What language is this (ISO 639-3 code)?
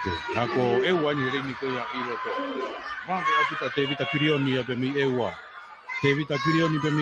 ton